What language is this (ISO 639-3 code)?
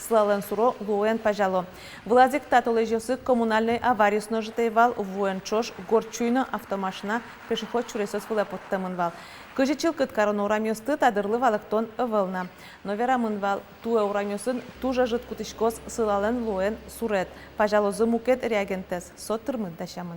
udm